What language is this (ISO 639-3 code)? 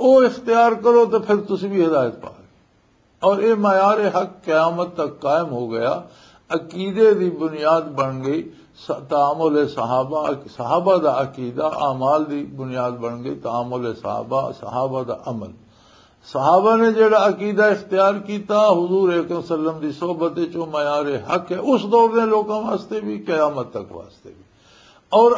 lah